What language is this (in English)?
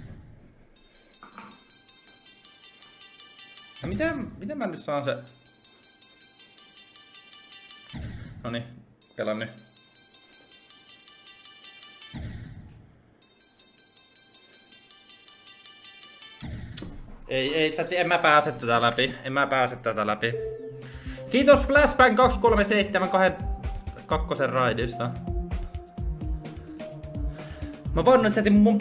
Finnish